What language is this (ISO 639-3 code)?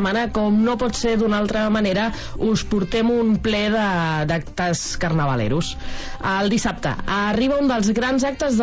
cat